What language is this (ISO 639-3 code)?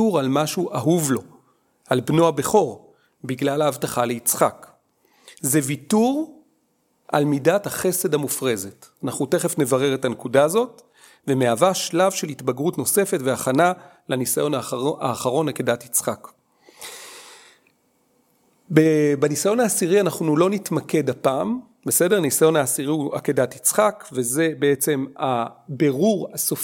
heb